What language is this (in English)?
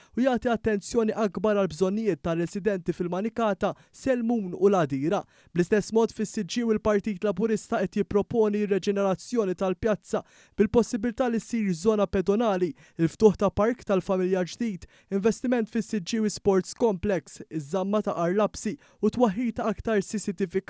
Maltese